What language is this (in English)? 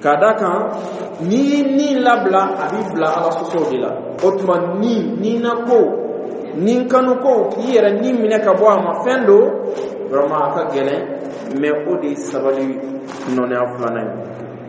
Dyula